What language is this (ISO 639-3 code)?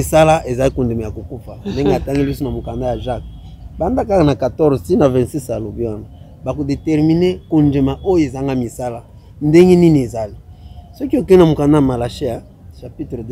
lin